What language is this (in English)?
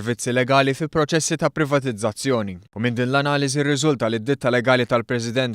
Maltese